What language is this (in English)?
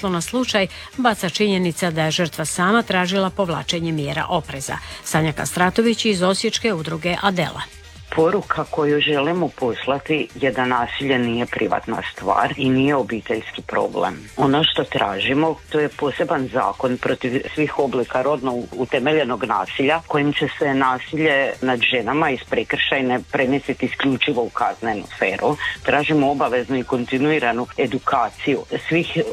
Croatian